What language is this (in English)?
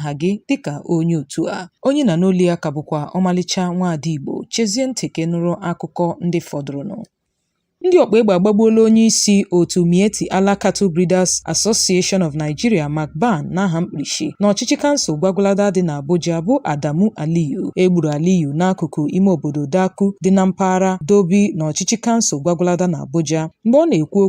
Igbo